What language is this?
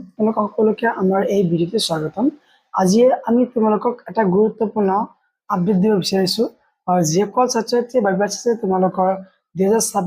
Assamese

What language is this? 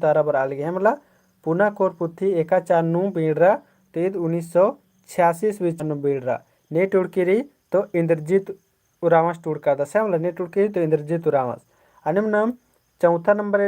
Kurukh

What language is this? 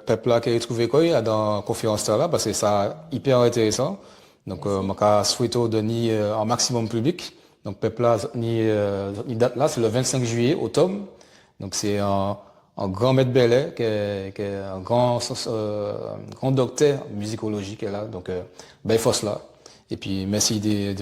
Guadeloupean Creole French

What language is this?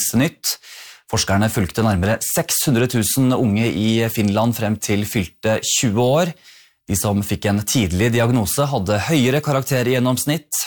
Norwegian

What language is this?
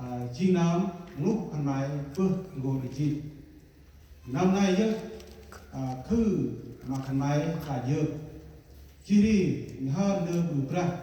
Central Mnong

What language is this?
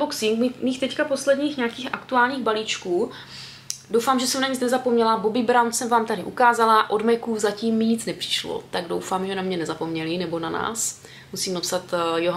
Czech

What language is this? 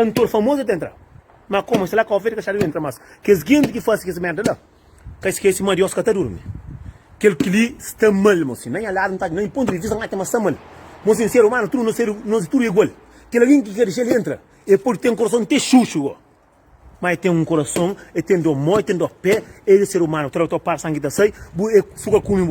Kabuverdianu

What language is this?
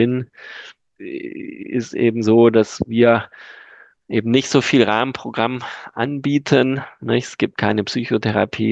German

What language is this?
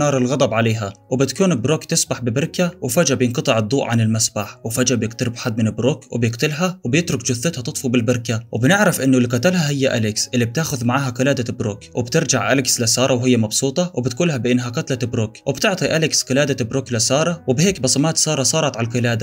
Egyptian Arabic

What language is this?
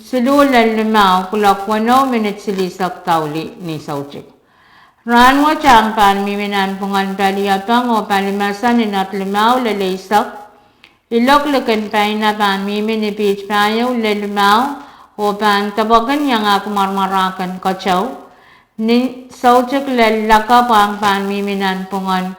Pohnpeian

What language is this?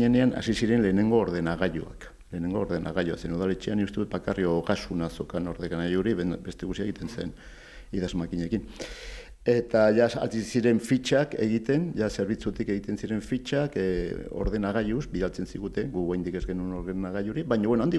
Basque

